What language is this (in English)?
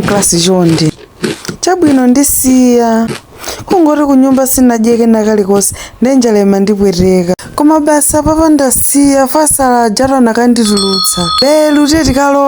Nyanja